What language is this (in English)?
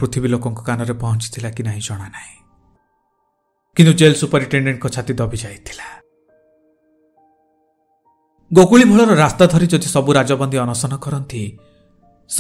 Odia